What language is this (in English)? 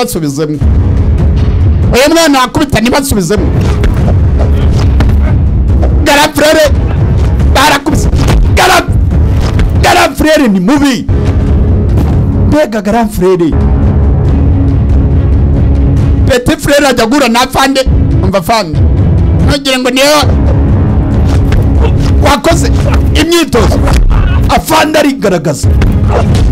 Kinyarwanda